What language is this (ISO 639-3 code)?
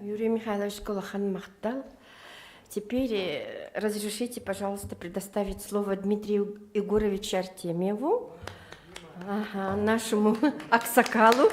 sah